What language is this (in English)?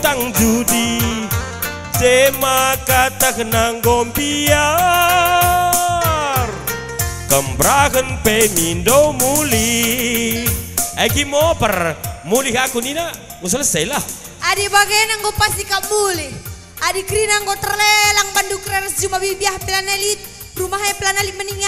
Batak Karo